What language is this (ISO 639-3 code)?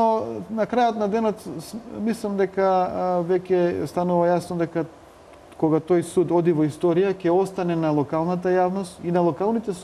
mkd